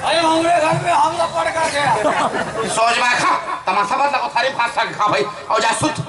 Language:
Chhattisgarhi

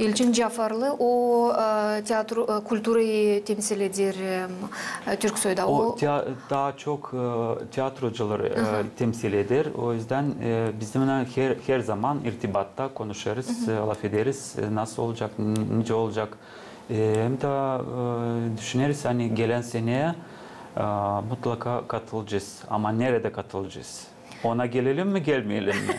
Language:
Gagauz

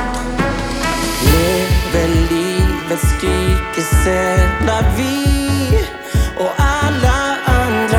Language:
Swedish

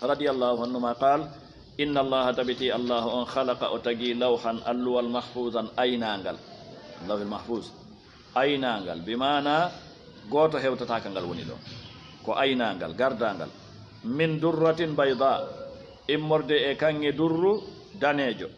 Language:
Fula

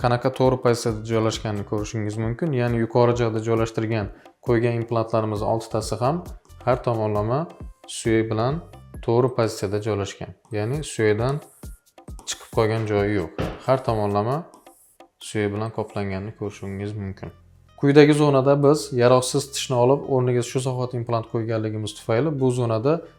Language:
Uzbek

